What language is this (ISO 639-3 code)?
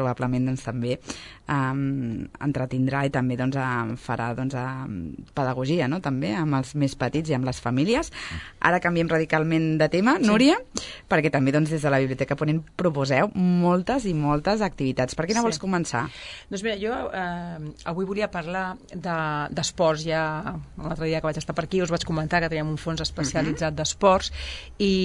cat